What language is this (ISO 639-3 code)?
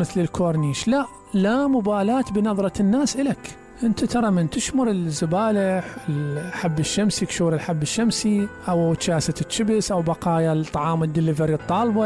acm